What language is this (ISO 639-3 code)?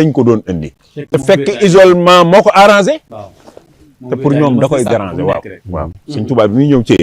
wol